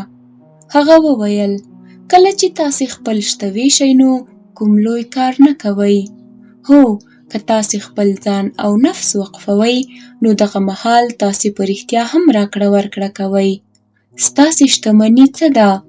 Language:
Pashto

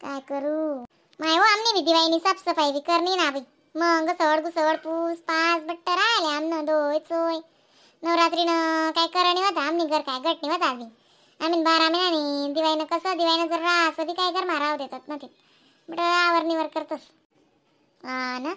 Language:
Khandesi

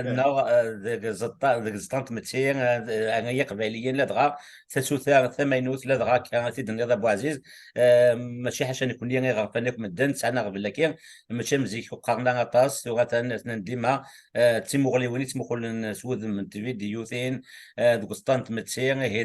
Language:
Kabyle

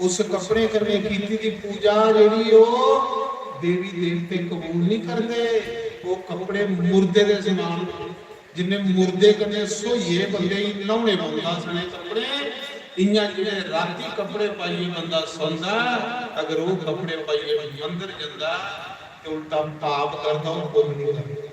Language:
Dogri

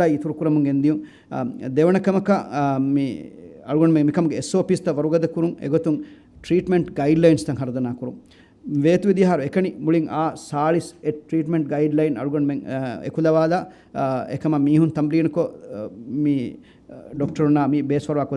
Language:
Divehi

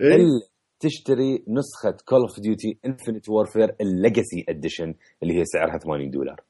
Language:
Mesopotamian Arabic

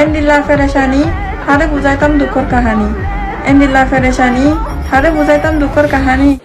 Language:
Rohingya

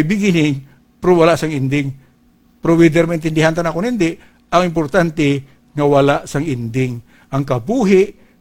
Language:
Hiligaynon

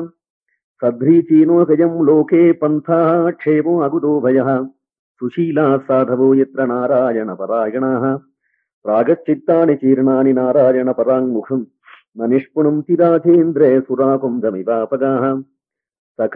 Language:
Sanskrit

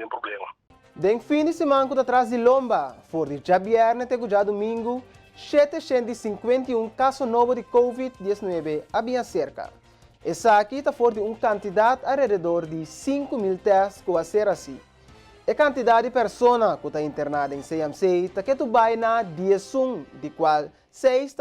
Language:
Papiamento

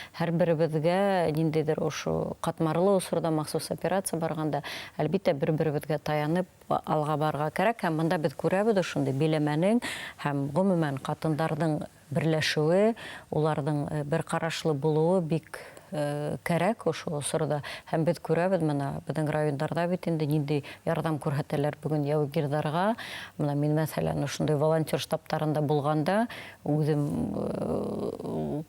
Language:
Bashkir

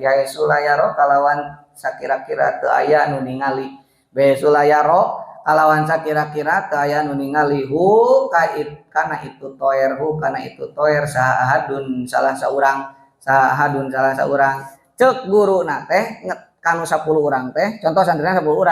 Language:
Sundanese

